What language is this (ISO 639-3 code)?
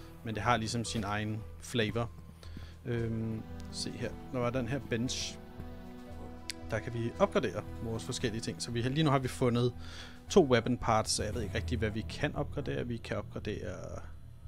dan